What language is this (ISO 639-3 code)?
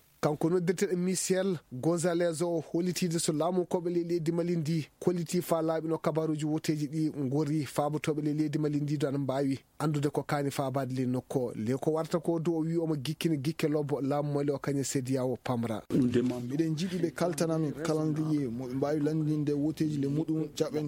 ful